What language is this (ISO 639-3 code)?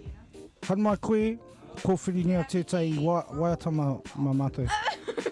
mri